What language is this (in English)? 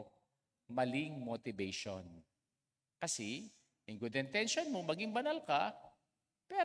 Pampanga